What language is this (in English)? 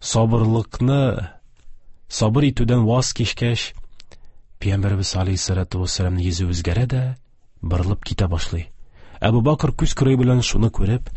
Tatar